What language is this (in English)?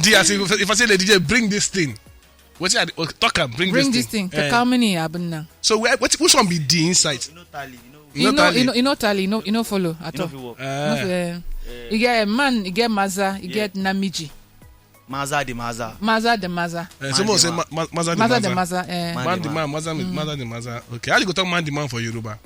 Nigerian Pidgin